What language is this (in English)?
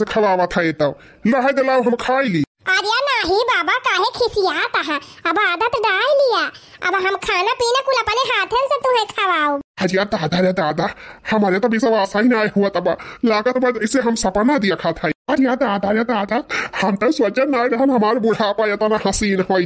Awadhi